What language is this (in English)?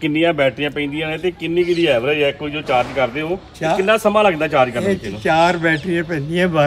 Punjabi